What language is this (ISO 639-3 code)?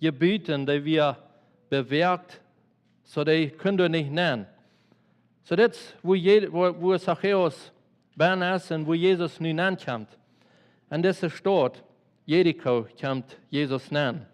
pdt